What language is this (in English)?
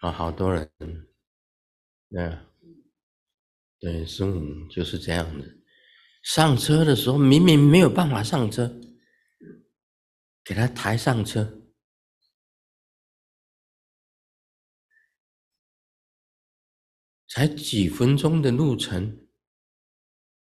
Chinese